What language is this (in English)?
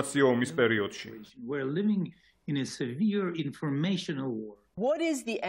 Georgian